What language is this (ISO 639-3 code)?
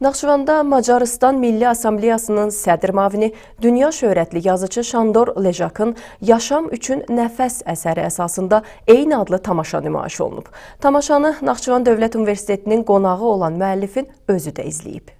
aze